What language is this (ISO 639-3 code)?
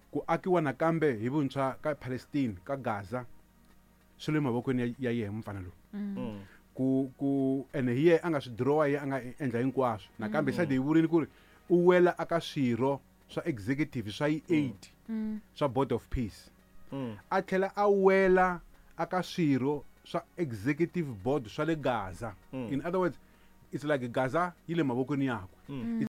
tso